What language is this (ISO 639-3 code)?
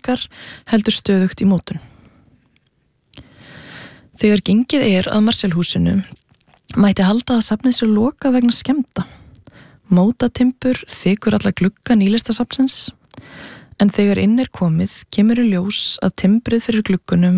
isl